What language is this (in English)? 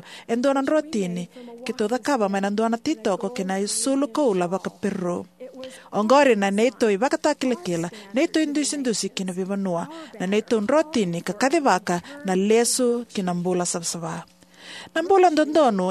Fijian